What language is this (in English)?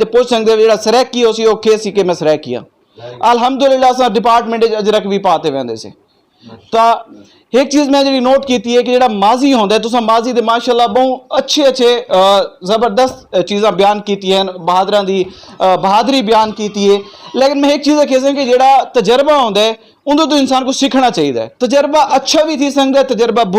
Saraiki